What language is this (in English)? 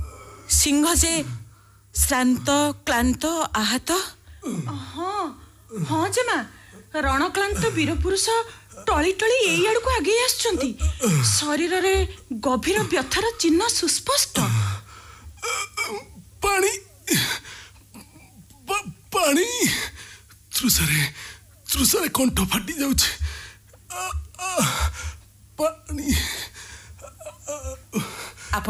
Odia